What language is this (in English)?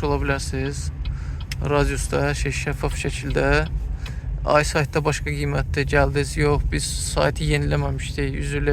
Azerbaijani